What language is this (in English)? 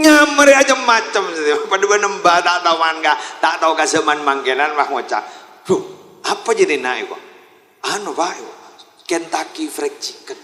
Madurese